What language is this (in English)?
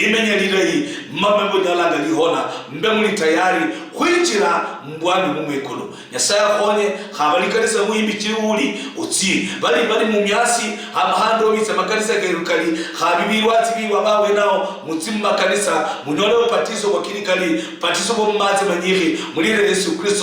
Luyia